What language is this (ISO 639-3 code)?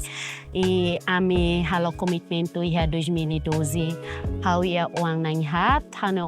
tet